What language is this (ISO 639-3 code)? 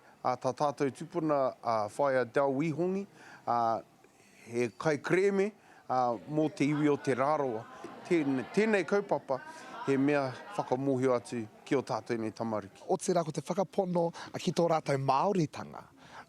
mri